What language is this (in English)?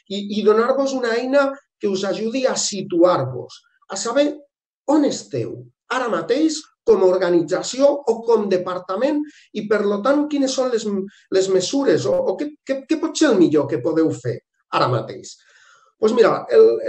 Catalan